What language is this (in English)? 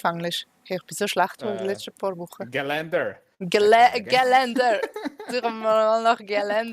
Swiss German